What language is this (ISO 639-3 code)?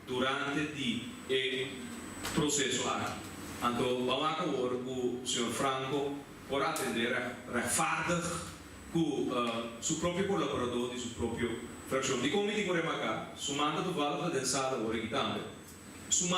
pap